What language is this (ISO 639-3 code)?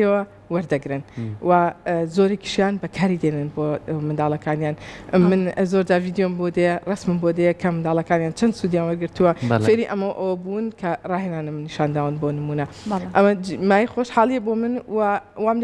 ckb